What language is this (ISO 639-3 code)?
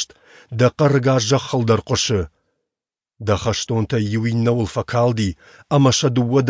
oss